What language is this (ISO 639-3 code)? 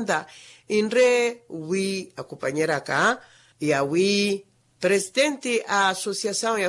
vmw